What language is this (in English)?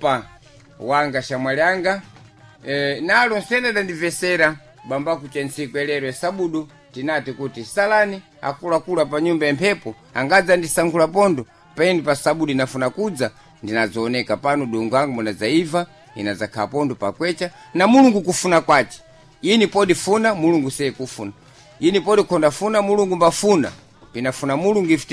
Sena